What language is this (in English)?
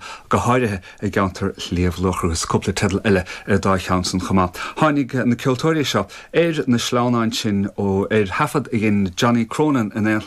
Irish